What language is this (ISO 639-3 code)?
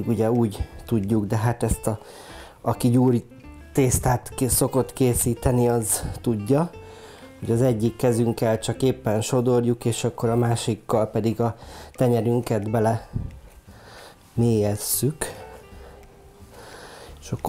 hun